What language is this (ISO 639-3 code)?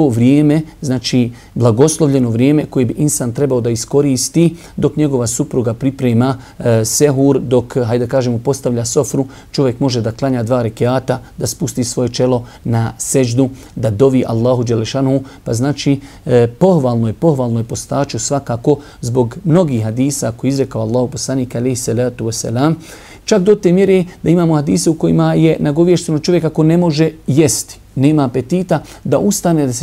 bos